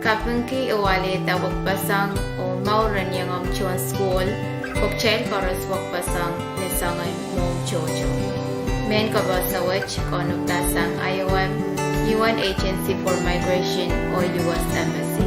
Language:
Pohnpeian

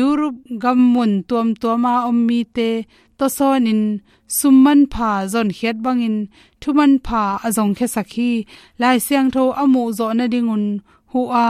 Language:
Tedim Chin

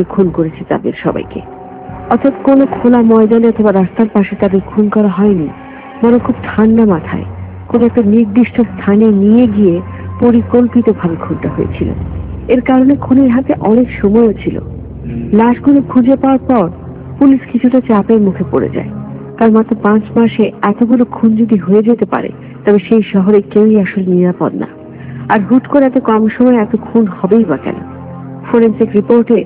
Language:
Bangla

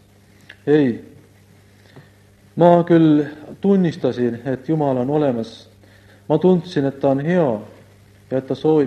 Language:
Estonian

